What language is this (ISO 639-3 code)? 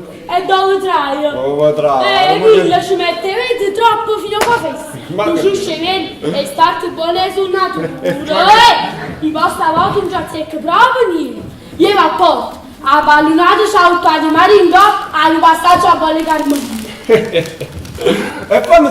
nap